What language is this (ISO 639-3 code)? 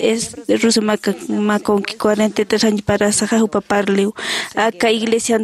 aym